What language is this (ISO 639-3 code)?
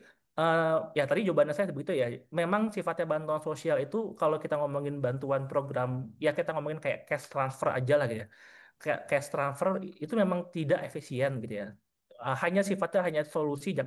ind